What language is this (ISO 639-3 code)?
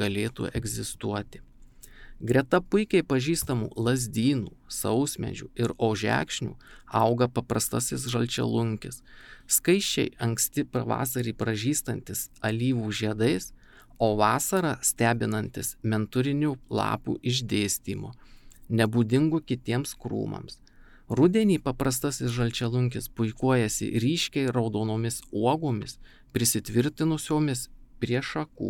lit